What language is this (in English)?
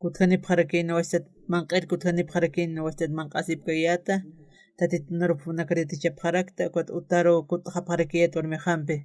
Aymara